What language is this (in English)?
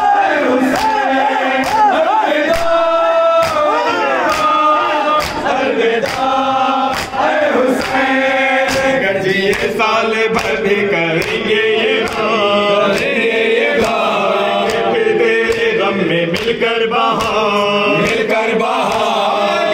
Hindi